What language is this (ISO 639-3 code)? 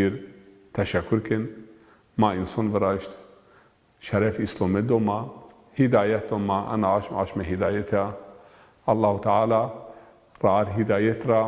zza